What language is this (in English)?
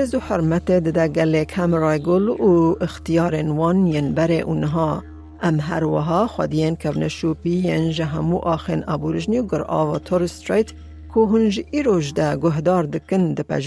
Kurdish